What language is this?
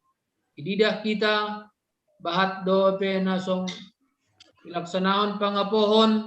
Batak Simalungun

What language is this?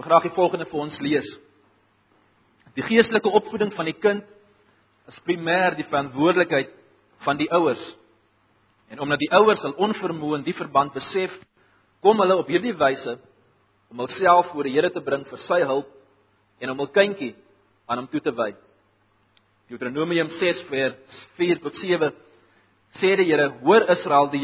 Afrikaans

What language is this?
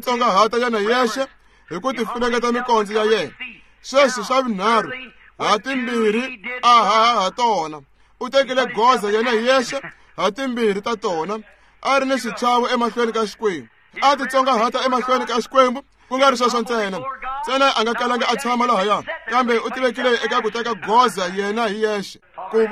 Tsonga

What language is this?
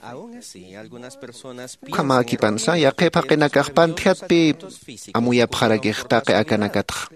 Aymara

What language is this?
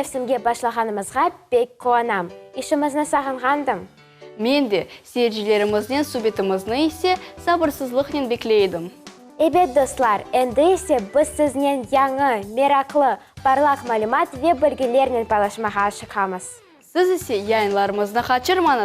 Crimean Tatar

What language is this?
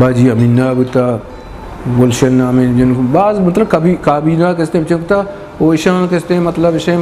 Eastern Balochi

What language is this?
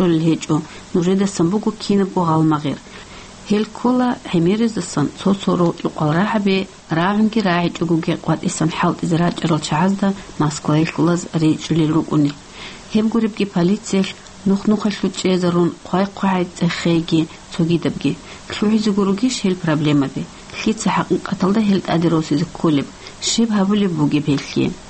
Avaric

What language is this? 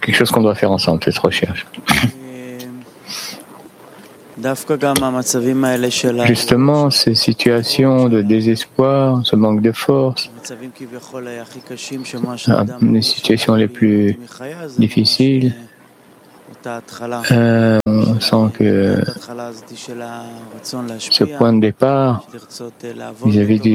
French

